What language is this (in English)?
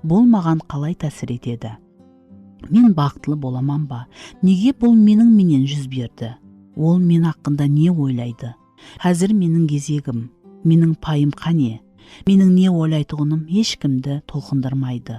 Kara-Kalpak